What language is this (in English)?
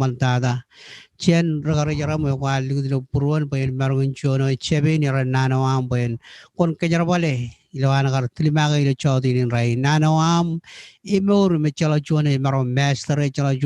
Marshallese